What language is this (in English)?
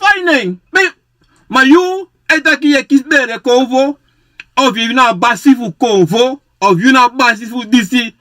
Sranan Tongo